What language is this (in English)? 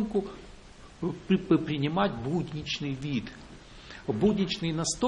Russian